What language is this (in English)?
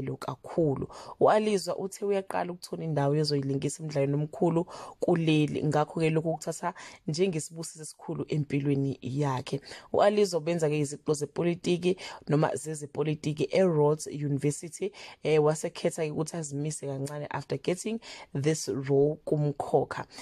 Zulu